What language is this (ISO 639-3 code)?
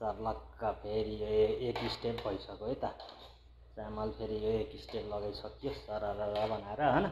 nep